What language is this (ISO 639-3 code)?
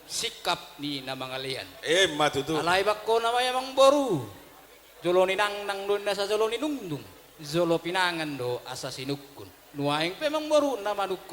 bbc